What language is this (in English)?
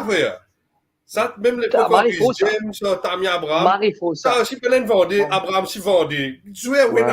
Morisyen